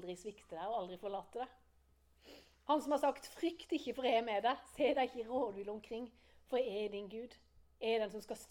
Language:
Norwegian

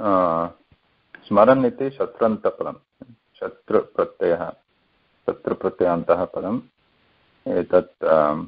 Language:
Sanskrit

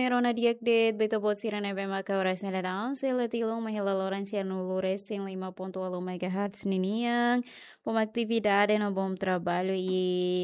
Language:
Tetum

